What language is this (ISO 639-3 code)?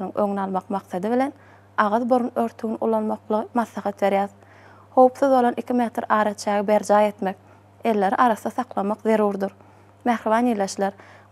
tuk